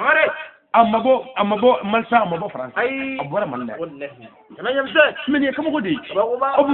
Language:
Bambara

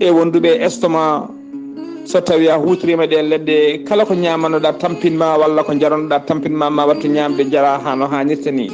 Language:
Fula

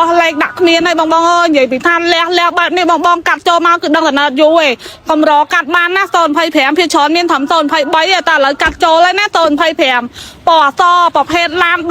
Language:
Khmer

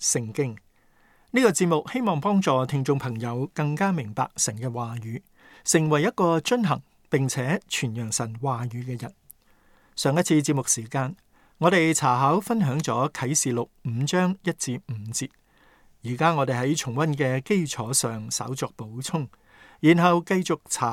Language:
Cantonese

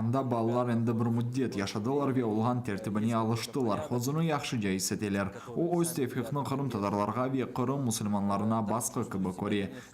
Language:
Crimean Tatar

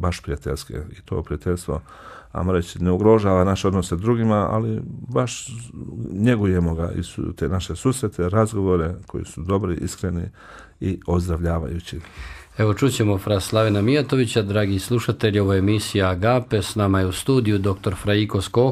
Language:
Bosnian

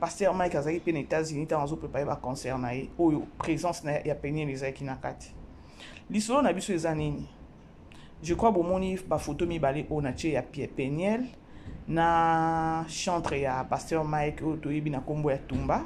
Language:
Lingala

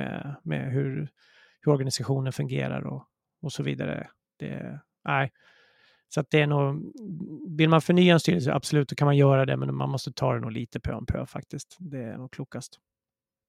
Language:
Swedish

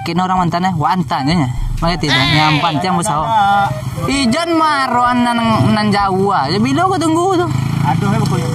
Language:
Minangkabau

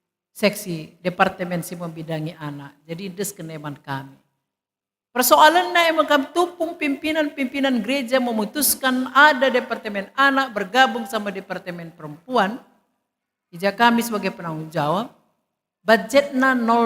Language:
Batak Karo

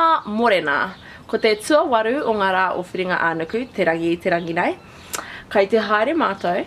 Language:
Māori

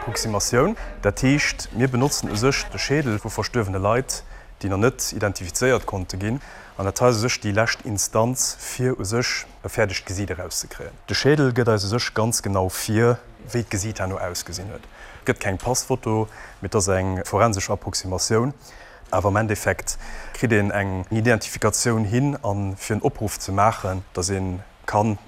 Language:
Luxembourgish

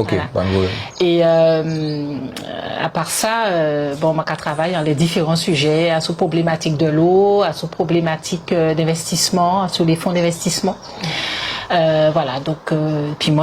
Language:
Guadeloupean Creole French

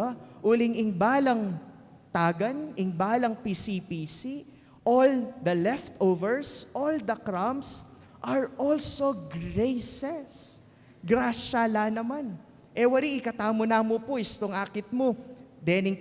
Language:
Pampanga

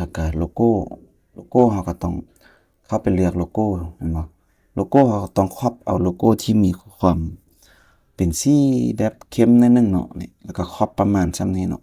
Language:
Lao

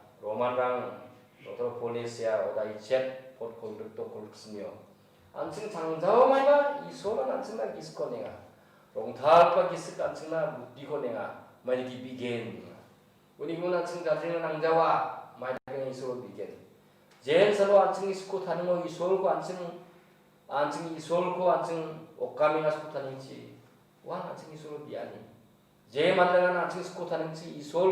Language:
Garo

